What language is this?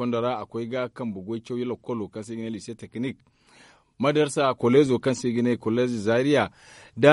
Zarma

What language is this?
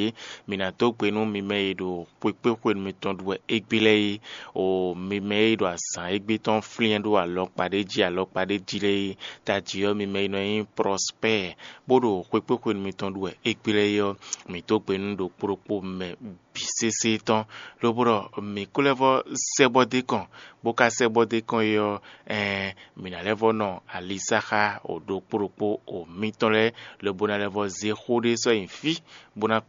Fon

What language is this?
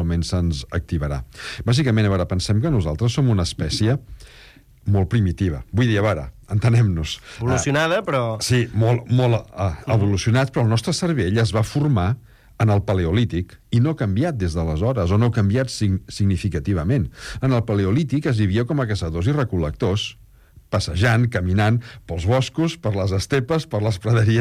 Catalan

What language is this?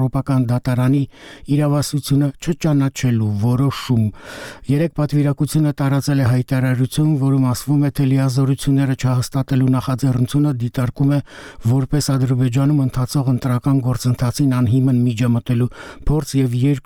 Armenian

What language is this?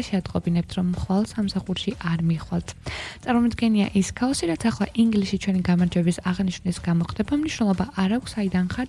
Georgian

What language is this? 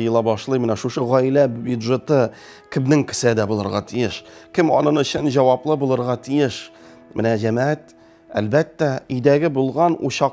Tatar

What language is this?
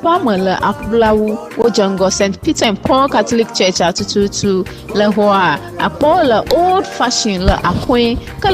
Ewe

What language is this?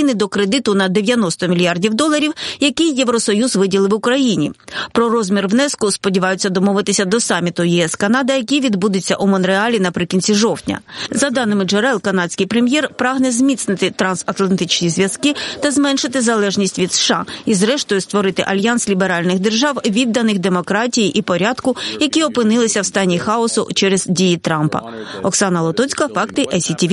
Ukrainian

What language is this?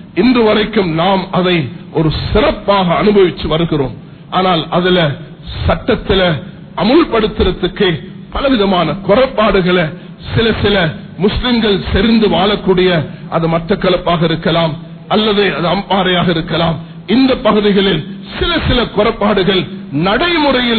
Tamil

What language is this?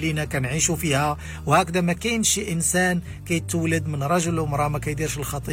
Moroccan Arabic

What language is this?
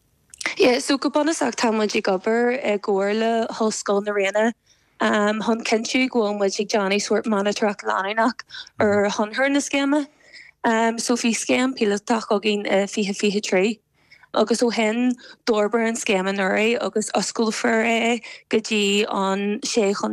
Irish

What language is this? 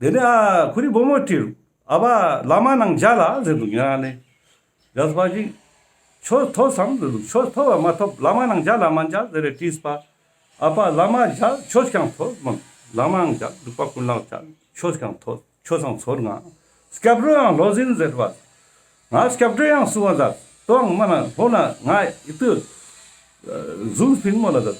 Ladakhi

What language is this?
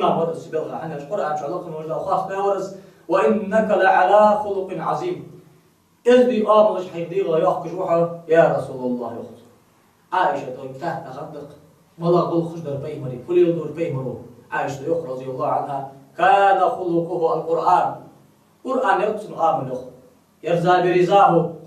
Ingush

